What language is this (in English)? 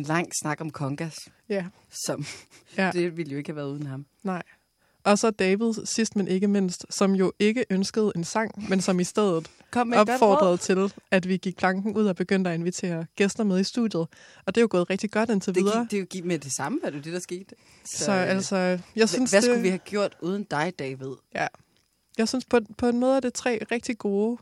Danish